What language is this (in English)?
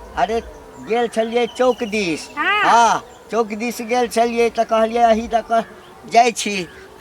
Maithili